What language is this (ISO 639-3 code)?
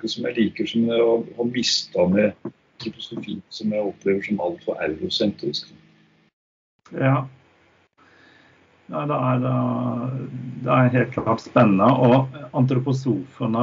nor